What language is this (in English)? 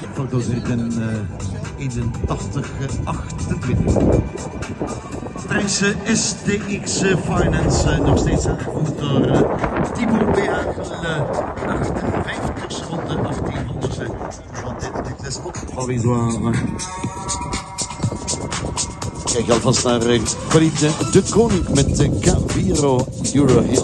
Dutch